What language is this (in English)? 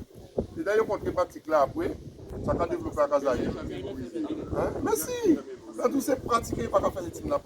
Guadeloupean Creole French